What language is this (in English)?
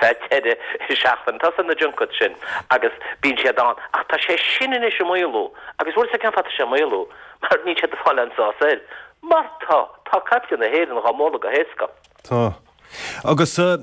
Irish